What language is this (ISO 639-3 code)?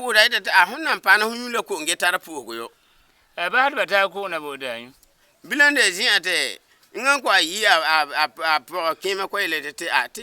gur